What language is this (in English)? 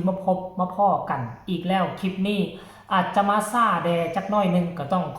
Northeastern Thai